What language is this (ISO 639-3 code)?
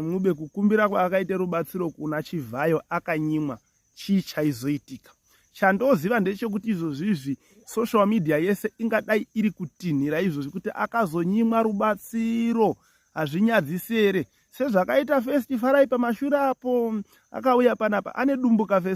sna